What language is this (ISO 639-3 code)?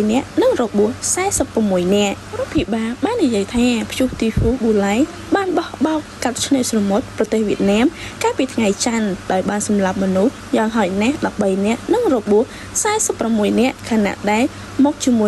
khm